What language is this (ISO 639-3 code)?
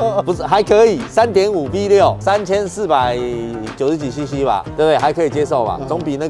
zho